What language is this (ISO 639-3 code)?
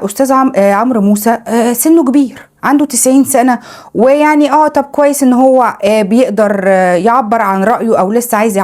arz